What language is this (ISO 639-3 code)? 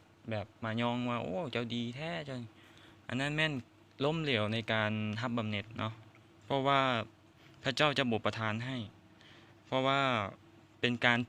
lao